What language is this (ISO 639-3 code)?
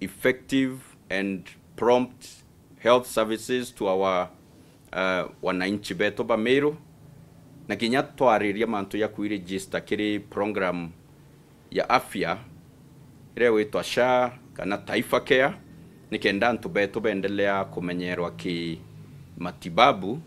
mer